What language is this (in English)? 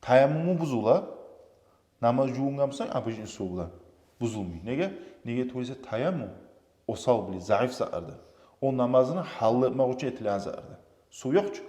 Kumyk